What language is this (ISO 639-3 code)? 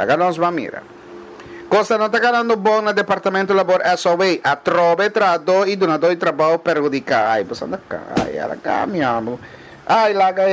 pap